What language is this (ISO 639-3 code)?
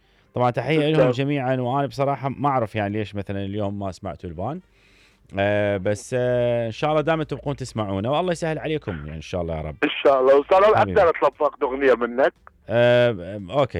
acm